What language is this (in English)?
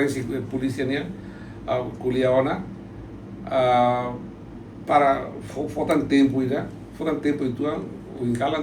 Tetum